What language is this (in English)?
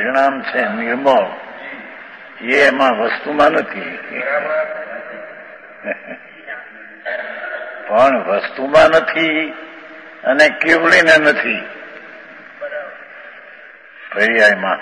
Gujarati